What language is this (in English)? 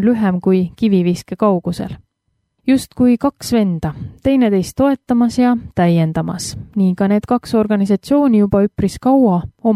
Estonian